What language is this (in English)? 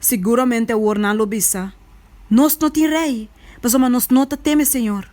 Papiamento